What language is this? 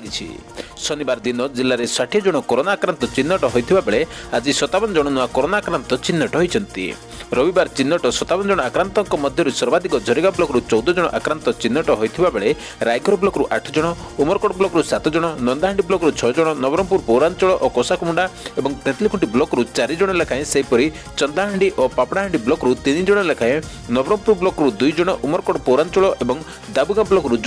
Odia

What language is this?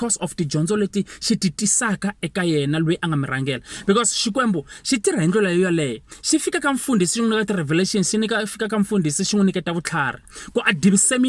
Tsonga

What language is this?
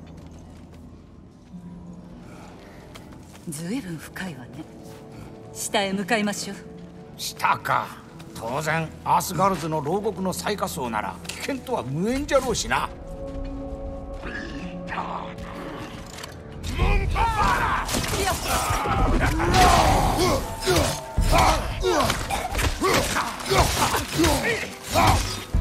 Japanese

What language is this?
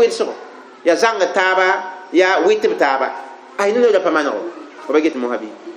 Mossi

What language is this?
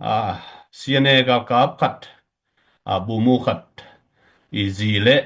Tedim Chin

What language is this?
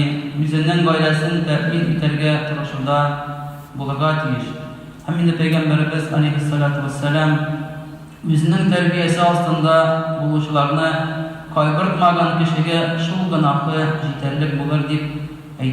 Tatar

